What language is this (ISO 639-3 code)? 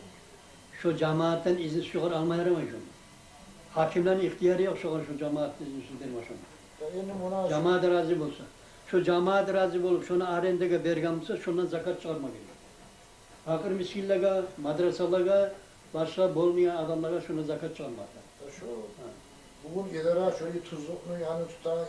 kum